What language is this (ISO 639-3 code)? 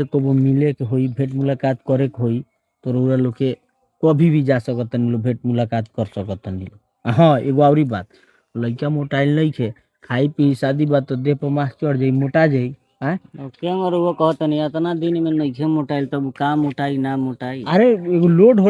bho